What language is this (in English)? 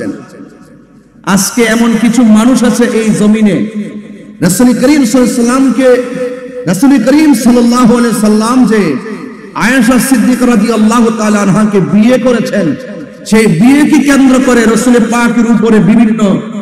Bangla